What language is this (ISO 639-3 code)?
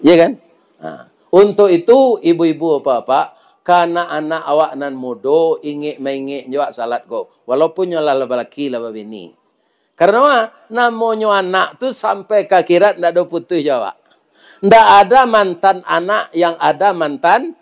min